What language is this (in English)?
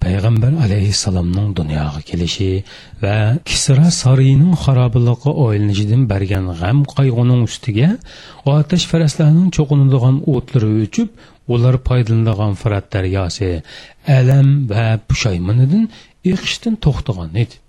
Uyghur